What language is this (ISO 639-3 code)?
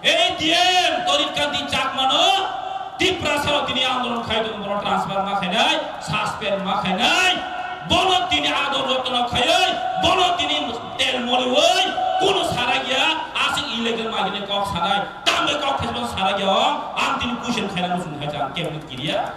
trp